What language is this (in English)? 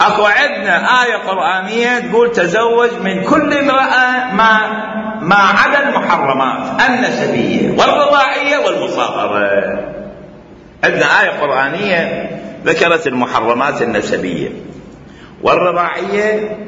Mesopotamian Arabic